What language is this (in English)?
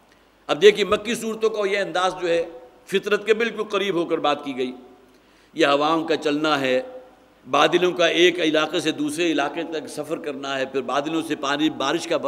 Urdu